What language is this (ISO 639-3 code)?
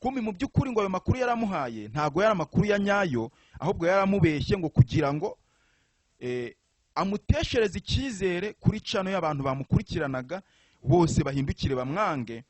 kin